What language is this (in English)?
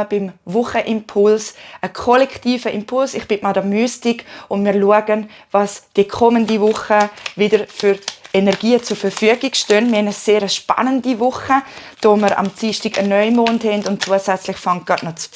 Swiss German